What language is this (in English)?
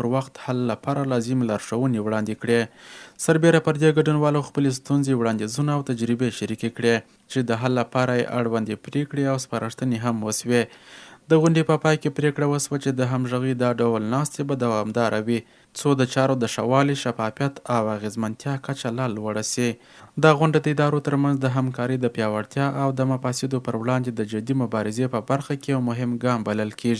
Pashto